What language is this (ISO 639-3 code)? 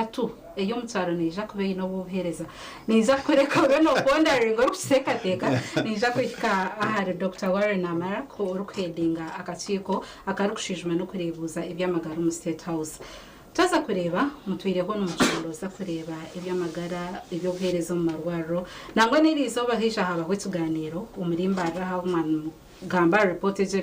nyn